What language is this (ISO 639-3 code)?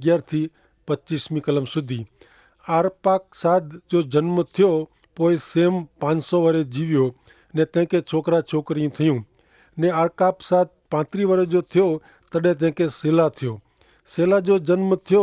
kfr